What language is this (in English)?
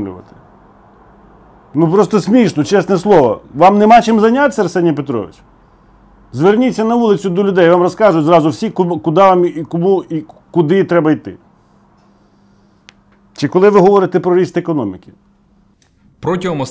Ukrainian